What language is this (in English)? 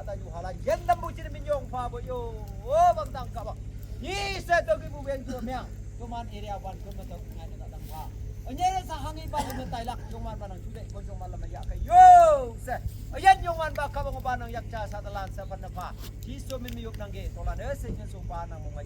Naga Pidgin